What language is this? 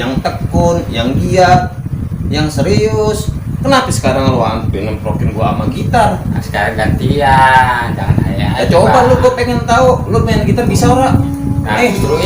Betawi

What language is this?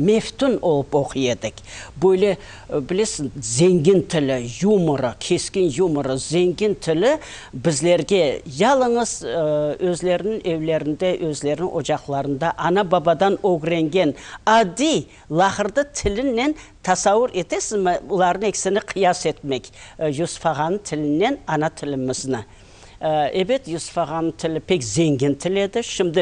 Crimean Tatar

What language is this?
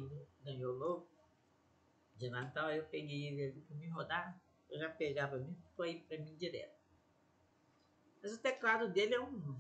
Portuguese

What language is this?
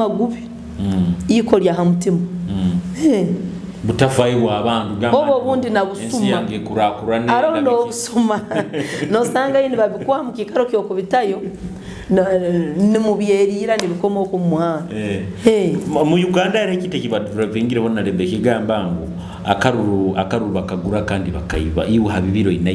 Nyoro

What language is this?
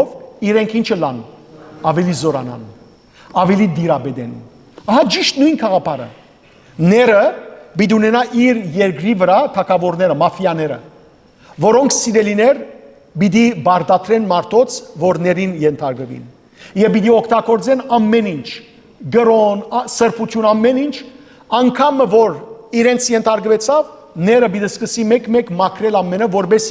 Western Armenian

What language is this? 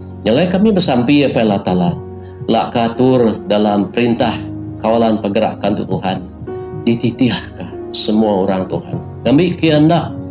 Iban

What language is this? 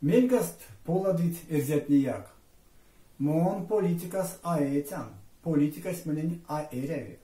Erzya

